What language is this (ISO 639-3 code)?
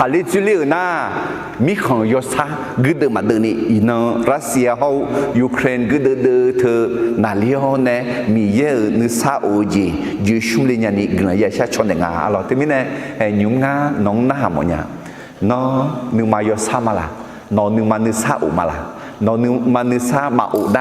ahk